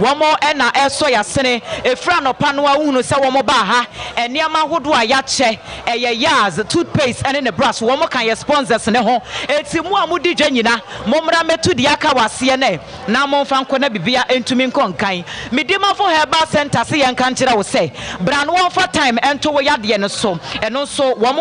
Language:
Akan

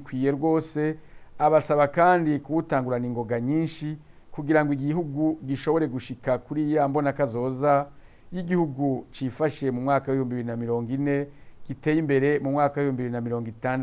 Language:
Rundi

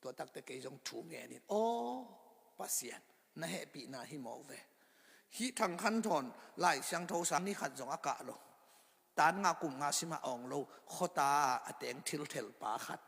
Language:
Tedim Chin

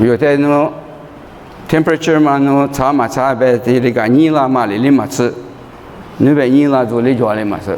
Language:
Lisu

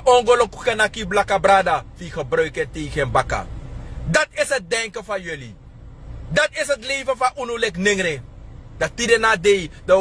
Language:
Sranan Tongo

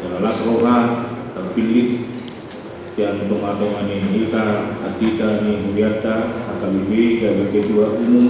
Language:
Batak Toba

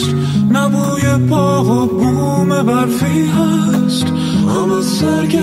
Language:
Persian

